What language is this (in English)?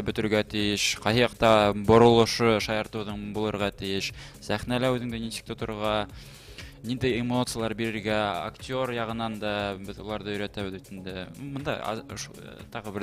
Bashkir